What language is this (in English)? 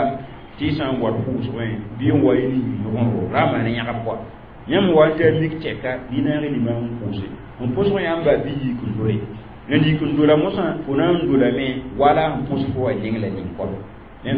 Mossi